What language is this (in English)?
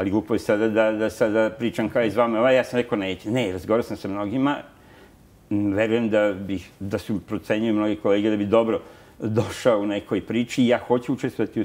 Serbian